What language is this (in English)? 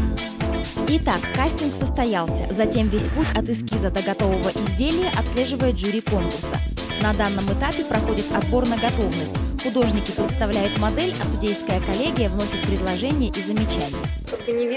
Russian